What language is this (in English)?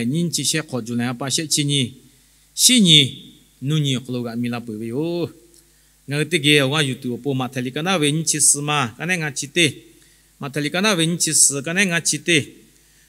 Lahu